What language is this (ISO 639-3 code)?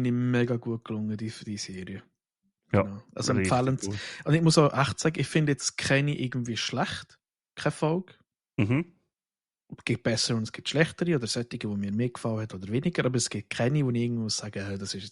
gsw